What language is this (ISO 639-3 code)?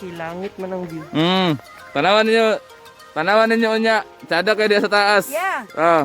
ceb